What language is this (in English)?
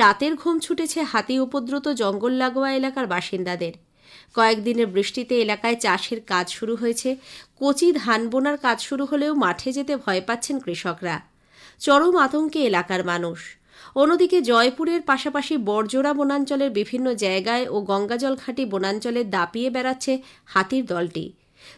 Bangla